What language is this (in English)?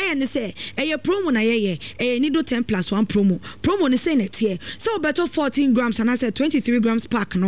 Akan